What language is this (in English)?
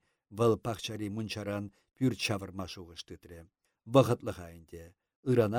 Chuvash